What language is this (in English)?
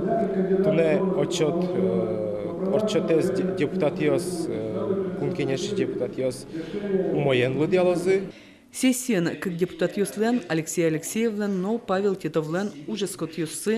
Udmurt